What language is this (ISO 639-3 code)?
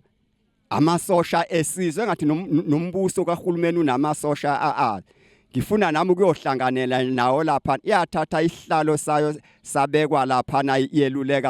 zul